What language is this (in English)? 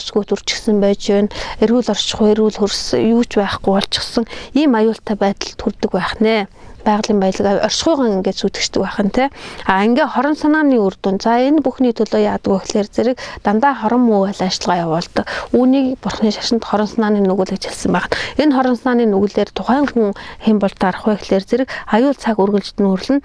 Mongolian